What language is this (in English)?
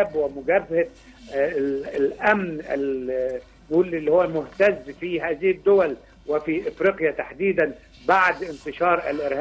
Egyptian Arabic